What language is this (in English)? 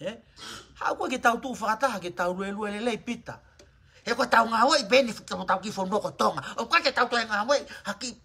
Tongan